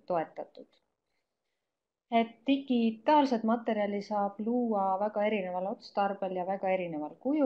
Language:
Estonian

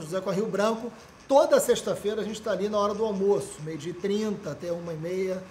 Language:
Portuguese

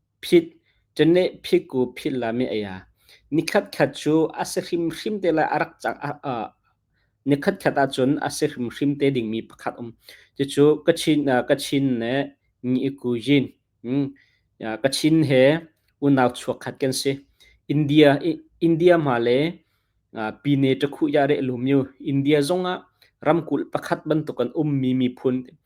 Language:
Hakha Chin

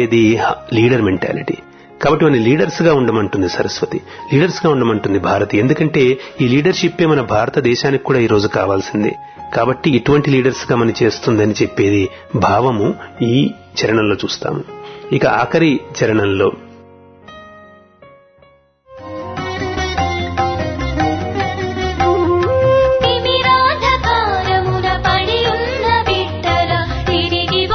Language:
Telugu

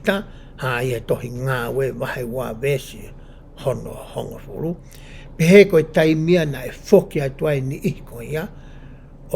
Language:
Tongan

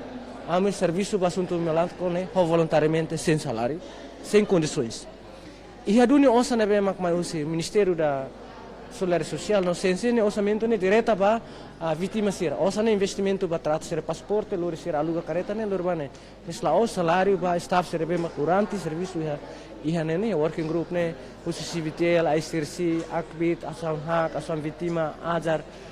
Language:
Tetum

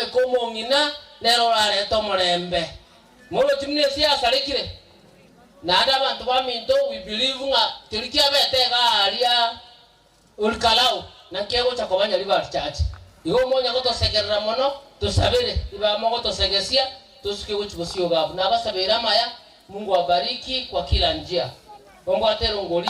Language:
Gusii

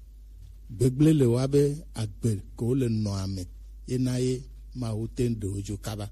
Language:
Gen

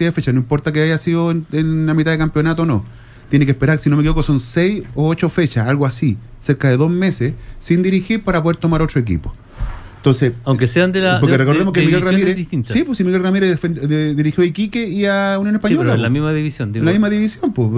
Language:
Spanish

